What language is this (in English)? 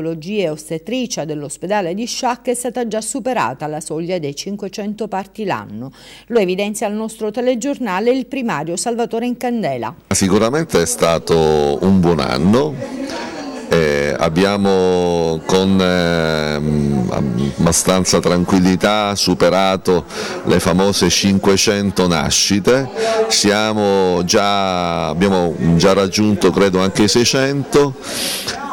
Italian